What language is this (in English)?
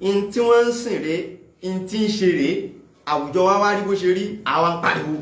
Yoruba